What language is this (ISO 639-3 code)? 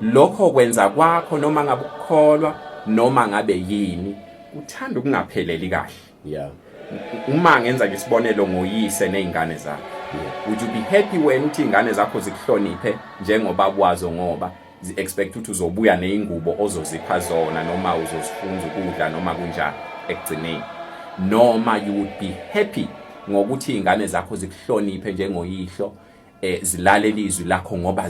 zul